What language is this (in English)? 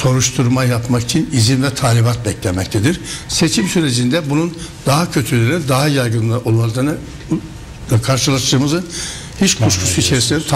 Turkish